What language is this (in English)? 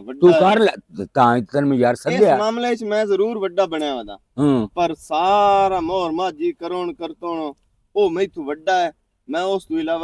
Western Panjabi